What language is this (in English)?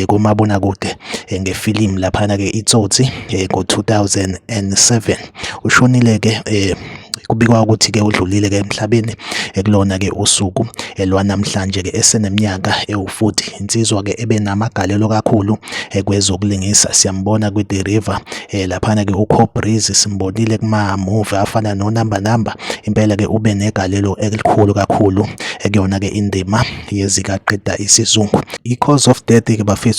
Zulu